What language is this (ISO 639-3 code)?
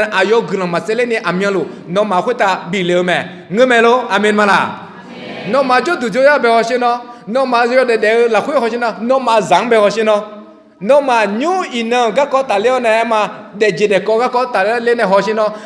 ahk